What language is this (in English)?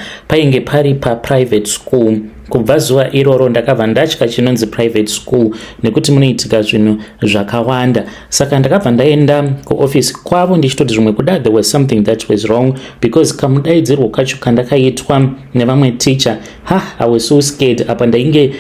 Shona